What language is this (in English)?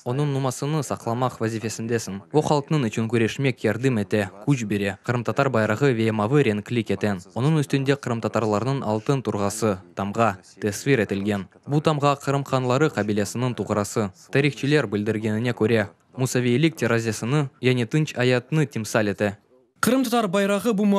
Crimean Tatar